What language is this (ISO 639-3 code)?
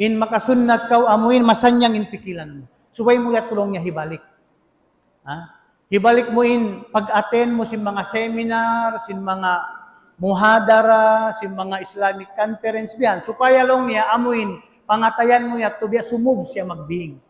tsg